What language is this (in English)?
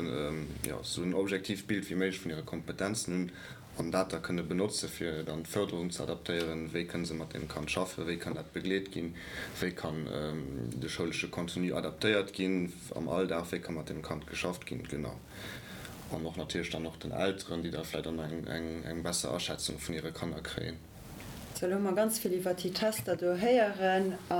Luxembourgish